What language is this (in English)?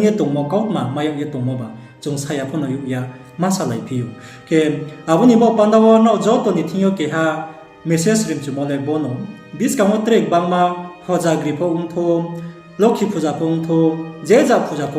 Riang (India)